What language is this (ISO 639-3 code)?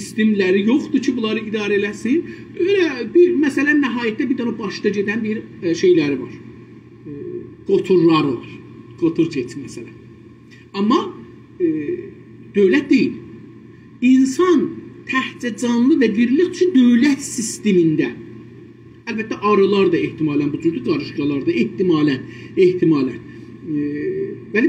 azb